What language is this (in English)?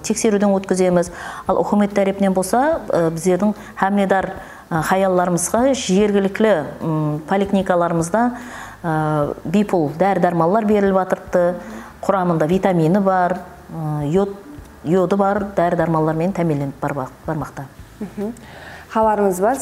Kara-Kalpak